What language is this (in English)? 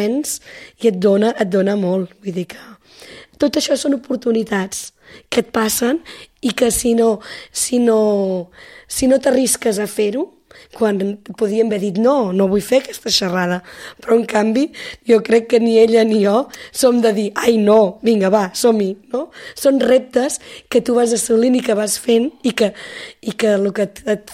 Catalan